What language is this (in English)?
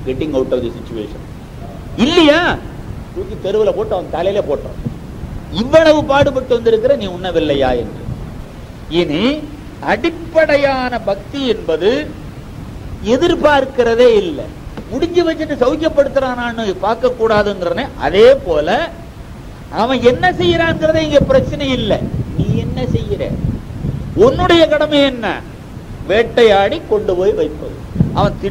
Tamil